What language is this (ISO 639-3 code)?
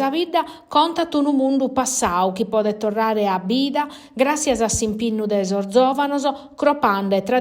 srd